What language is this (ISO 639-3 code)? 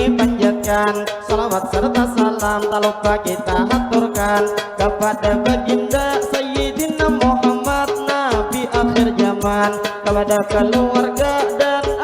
bjn